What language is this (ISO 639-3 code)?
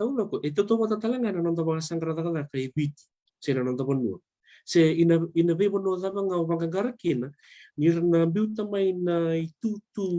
fij